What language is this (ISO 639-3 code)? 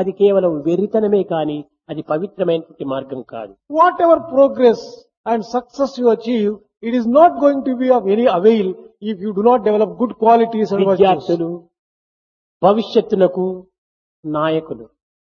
tel